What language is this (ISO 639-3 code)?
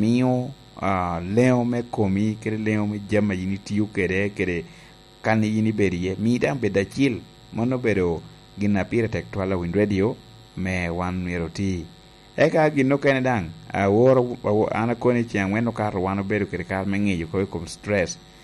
laj